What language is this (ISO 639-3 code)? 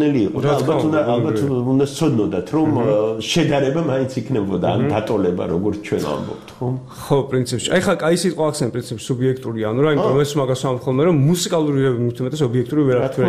kat